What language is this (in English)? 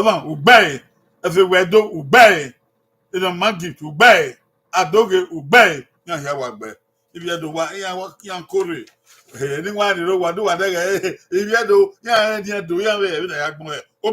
Bini